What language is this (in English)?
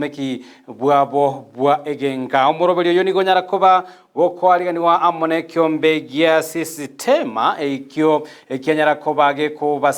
Gusii